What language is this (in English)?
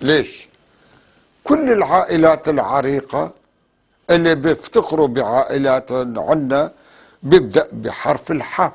North Levantine Arabic